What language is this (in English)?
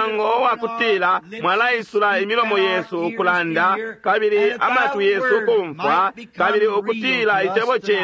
Bemba